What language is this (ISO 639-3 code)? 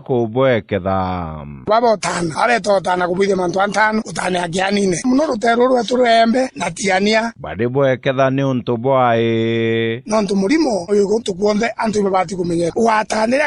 mer